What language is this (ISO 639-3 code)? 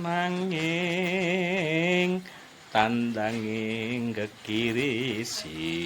jav